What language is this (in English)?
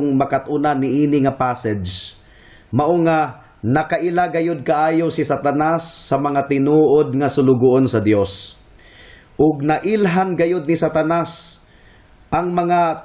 Cebuano